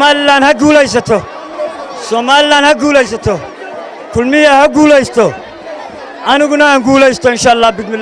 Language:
Somali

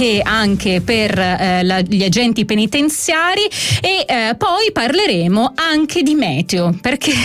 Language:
Italian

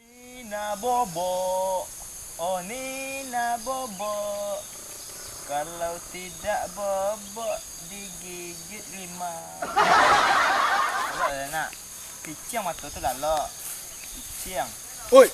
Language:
Minangkabau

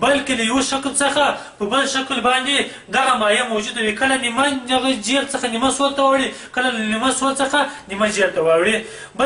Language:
Pashto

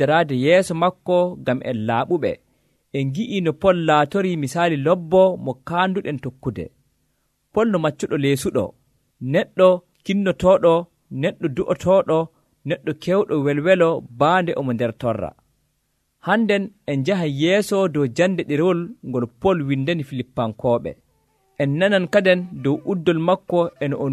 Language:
Nigerian Fulfulde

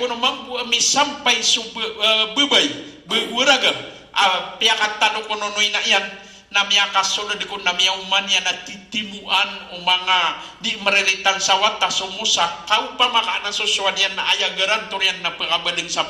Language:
Maranao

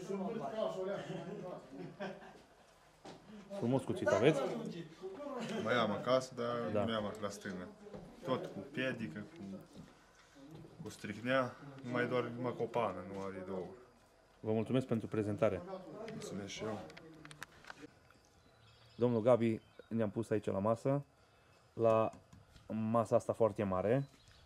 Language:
Romanian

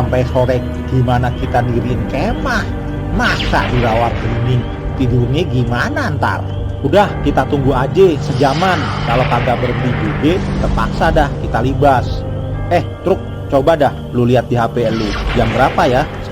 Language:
Betawi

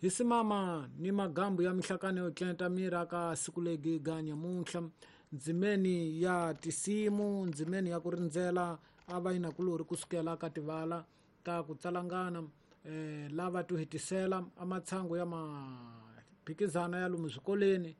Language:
Tsonga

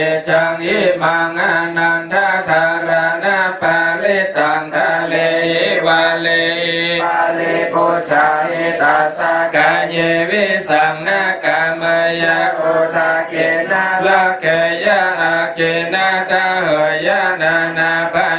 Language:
Pali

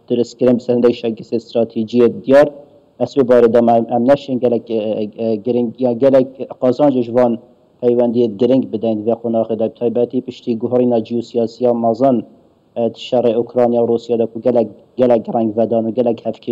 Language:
Kurdish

